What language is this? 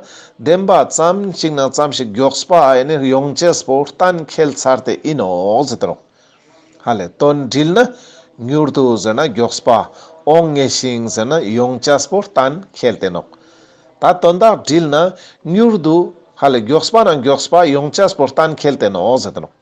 Ladakhi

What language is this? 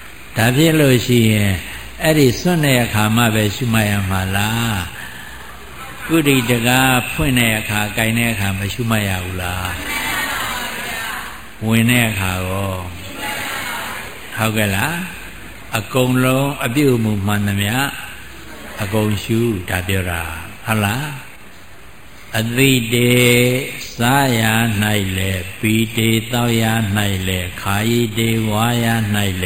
Burmese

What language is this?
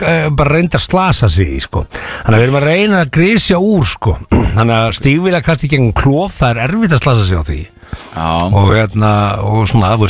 Icelandic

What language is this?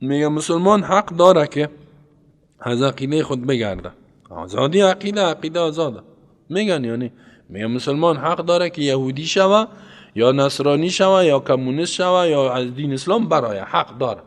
Persian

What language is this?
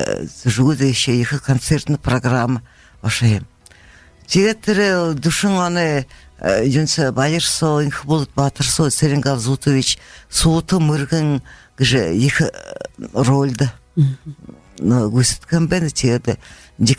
Buriat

